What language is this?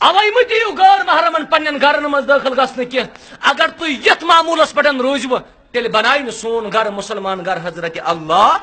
Kashmiri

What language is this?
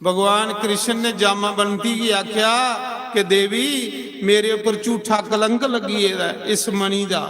Dogri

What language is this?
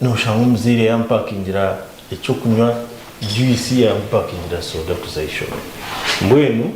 Nyankole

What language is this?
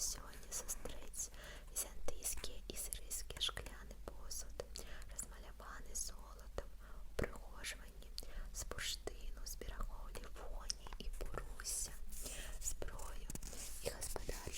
Belarusian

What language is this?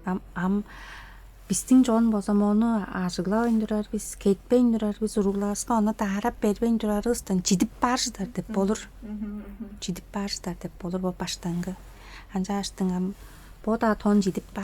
Tuvinian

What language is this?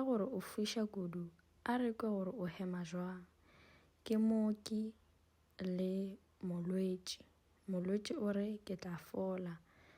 Northern Sotho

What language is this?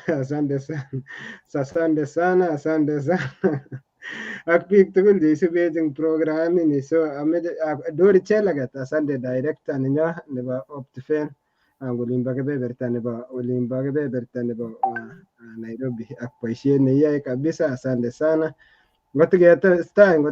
Kalenjin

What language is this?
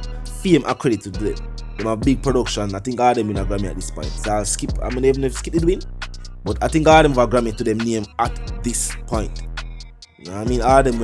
Jamaican Creole English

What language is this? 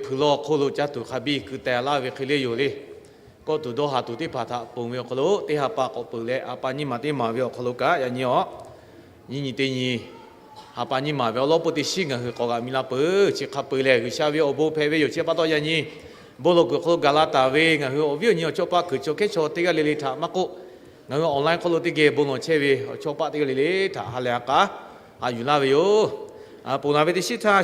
Lahu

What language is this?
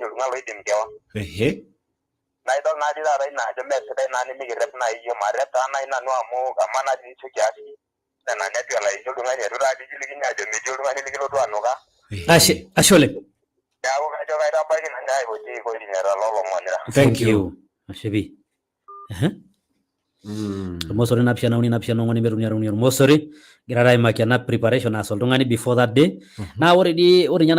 Masai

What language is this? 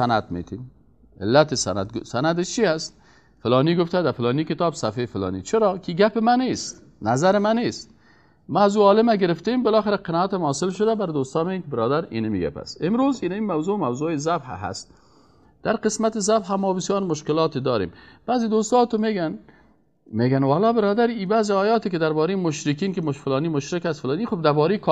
Persian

